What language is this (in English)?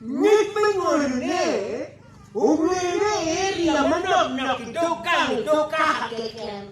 Acoli